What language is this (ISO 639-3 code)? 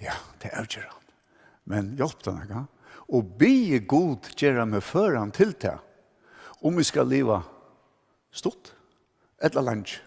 fao